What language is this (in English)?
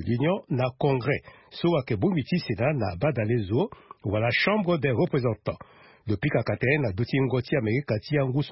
Sango